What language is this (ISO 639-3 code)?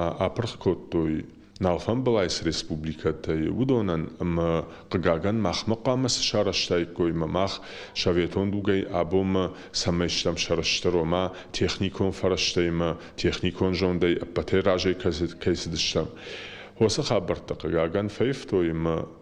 oss